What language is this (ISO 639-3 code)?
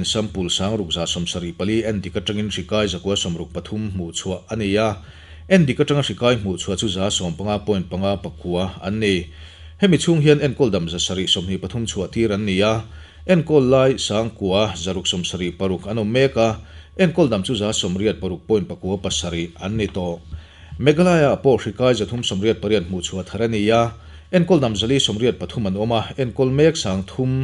lus